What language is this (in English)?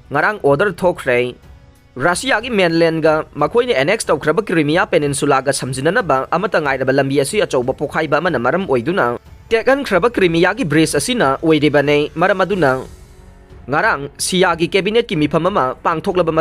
Manipuri